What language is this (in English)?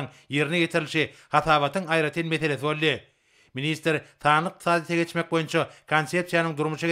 Turkmen